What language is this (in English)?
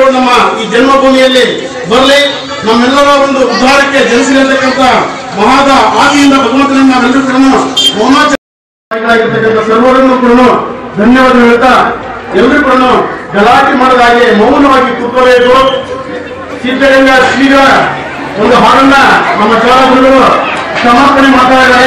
Kannada